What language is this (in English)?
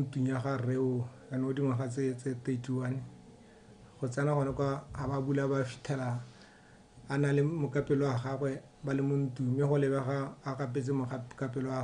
Tswana